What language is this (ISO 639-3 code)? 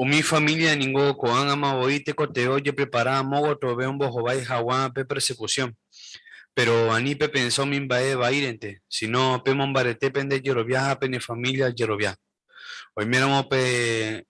grn